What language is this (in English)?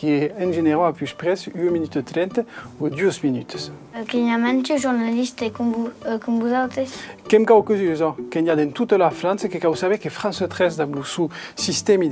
Occitan